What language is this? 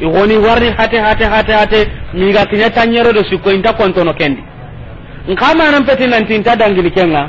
Soninke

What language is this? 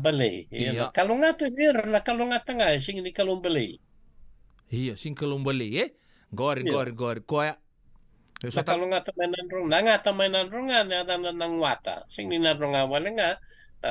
Fijian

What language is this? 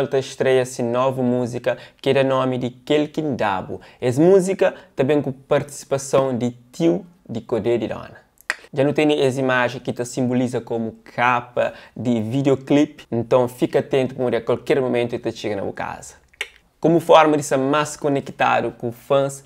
Kabuverdianu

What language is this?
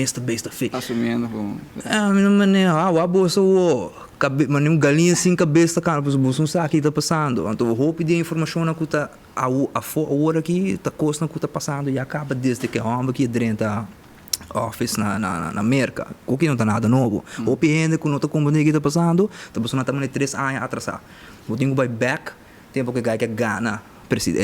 Papiamento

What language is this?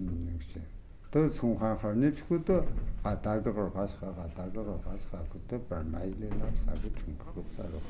Tu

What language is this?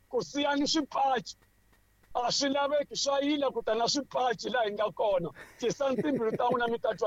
Tsonga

